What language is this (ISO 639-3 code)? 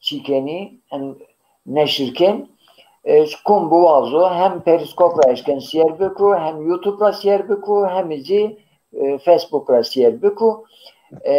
zza